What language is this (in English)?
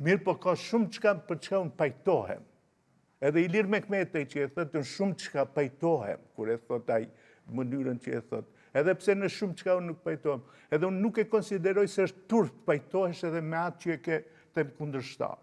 Albanian